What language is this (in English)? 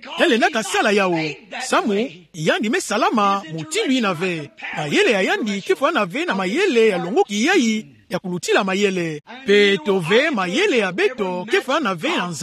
Kituba (Democratic Republic of Congo)